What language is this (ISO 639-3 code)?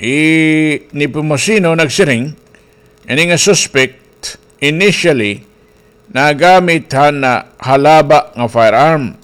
war